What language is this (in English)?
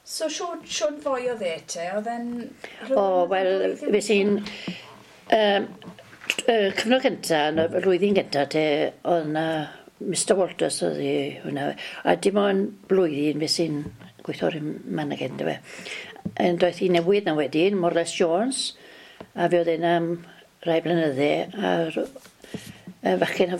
Welsh